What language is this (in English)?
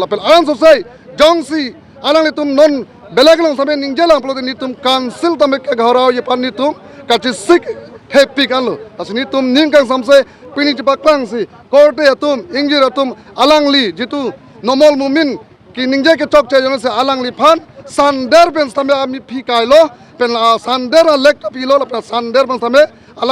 Karbi